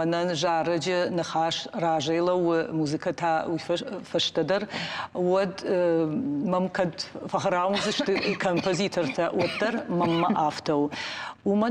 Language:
Ossetic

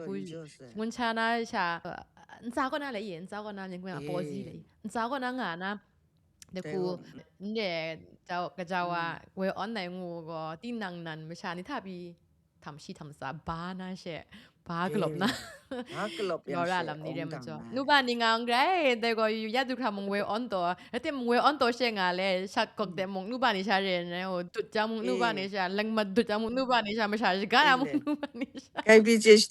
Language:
Kachin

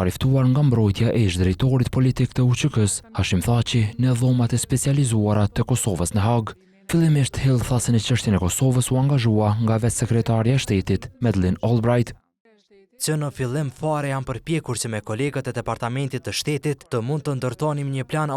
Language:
Albanian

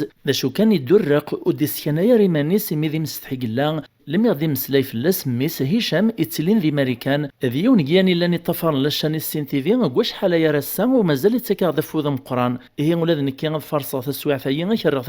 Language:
Kabyle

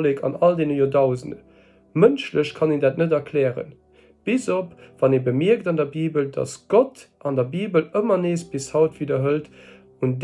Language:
Luxembourgish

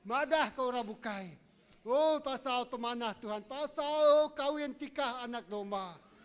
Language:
Iban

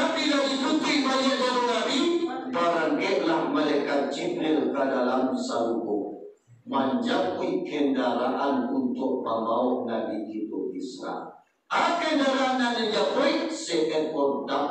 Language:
Minangkabau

